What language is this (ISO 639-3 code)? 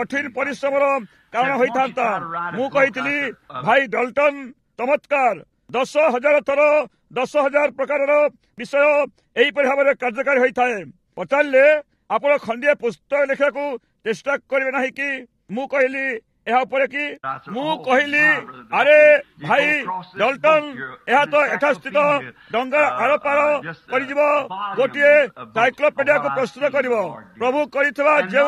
ori